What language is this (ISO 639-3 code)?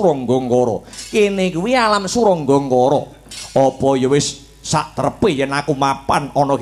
jav